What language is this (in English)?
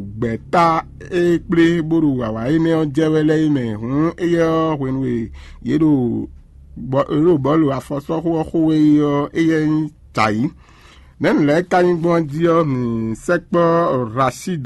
Fon